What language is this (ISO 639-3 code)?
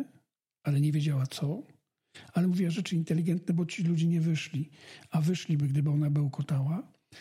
pol